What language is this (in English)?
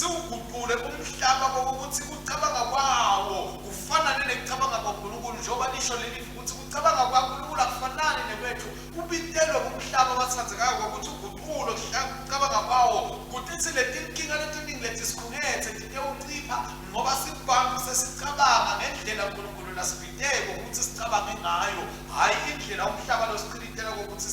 Swati